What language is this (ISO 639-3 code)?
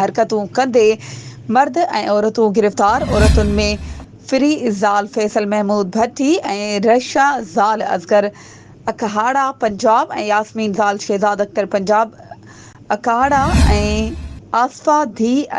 snd